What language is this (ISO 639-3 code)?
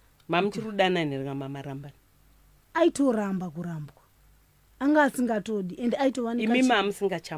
sna